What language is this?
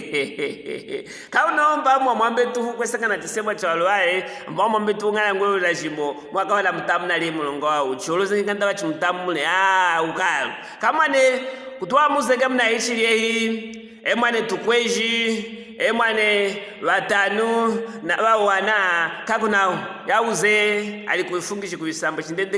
Luvale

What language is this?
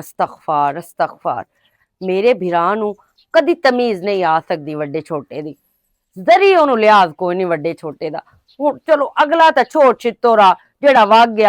Western Panjabi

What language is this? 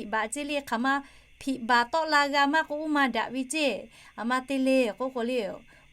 Lahu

